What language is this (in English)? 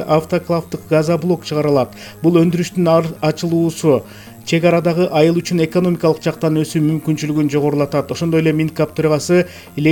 Kyrgyz